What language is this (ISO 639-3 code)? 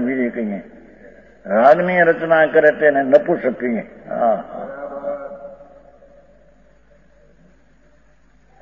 guj